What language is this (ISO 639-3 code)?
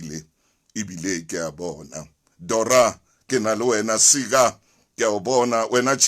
sot